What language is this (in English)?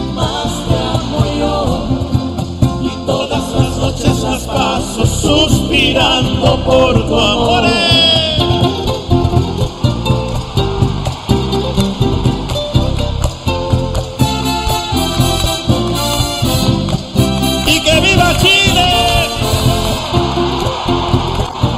Spanish